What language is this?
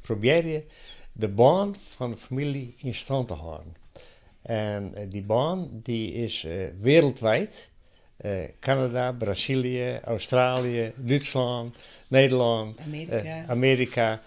Western Frisian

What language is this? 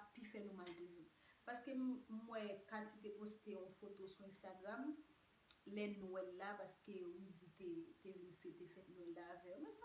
Haitian Creole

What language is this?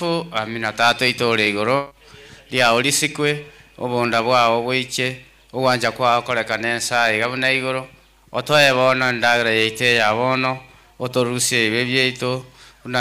Gusii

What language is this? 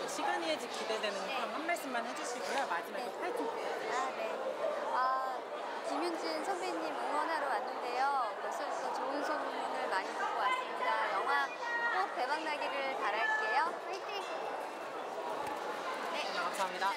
Korean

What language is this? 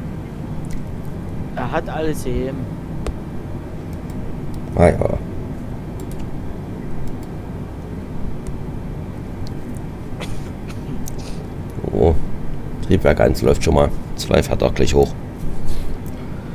German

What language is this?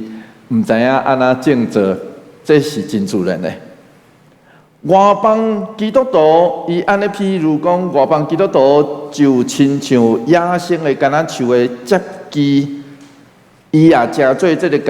Min Nan Chinese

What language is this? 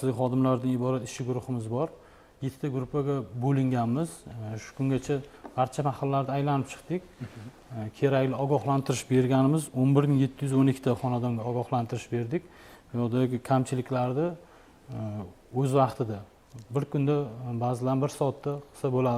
Uzbek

